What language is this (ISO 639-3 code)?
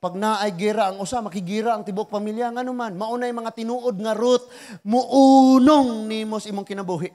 ceb